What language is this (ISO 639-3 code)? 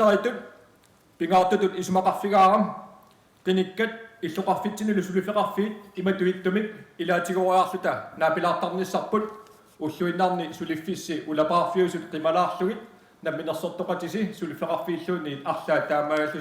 kal